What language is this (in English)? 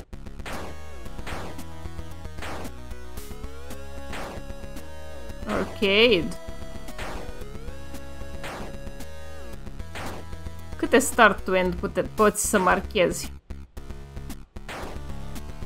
Romanian